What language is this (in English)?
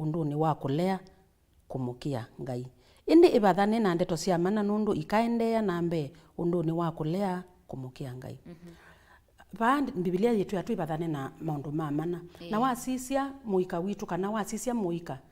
Kamba